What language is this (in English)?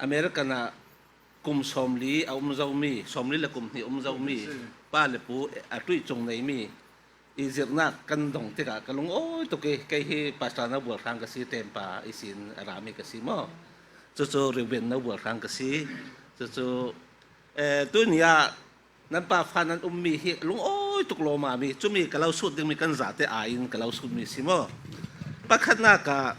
Falam Chin